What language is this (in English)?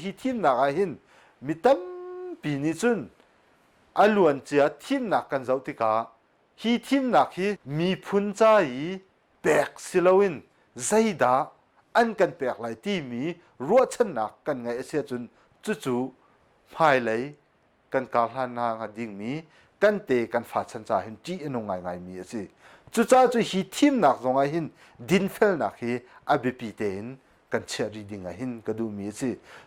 Hakha Chin